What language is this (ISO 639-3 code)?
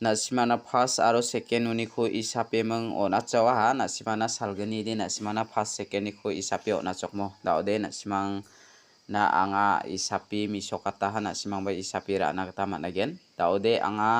grt